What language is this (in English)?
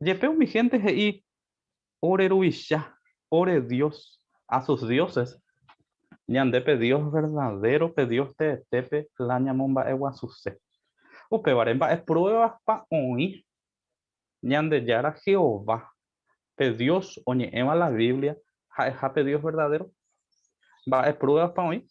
Guarani